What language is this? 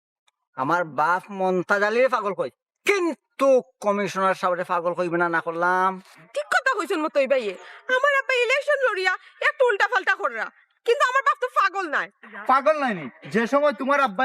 Sylheti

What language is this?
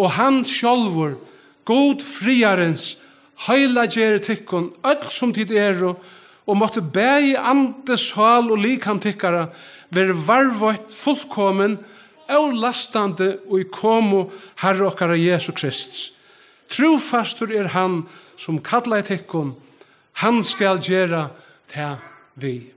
Faroese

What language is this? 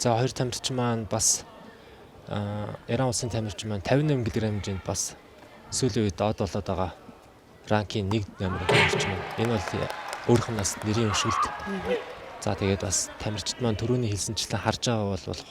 Mongolian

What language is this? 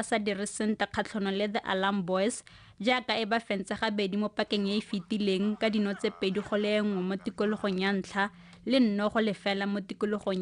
Tswana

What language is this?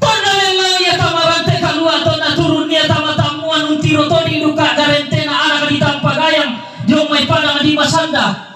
Toraja-Sa'dan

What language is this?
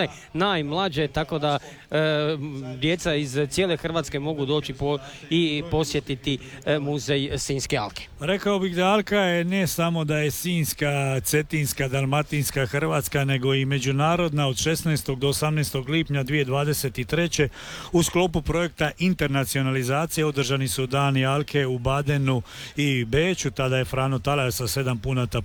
Croatian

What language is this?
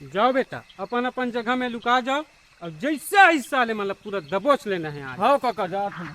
Chhattisgarhi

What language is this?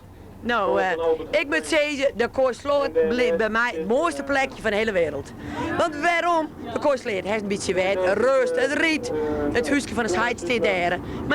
Western Frisian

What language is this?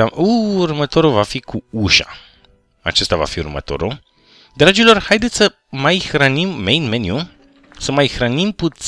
Romanian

